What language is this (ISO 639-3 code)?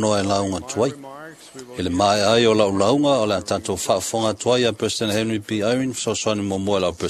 smo